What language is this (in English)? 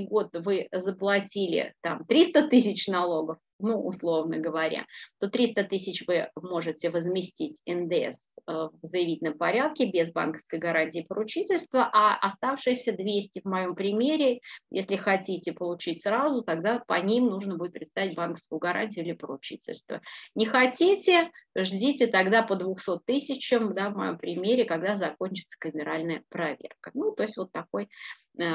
Russian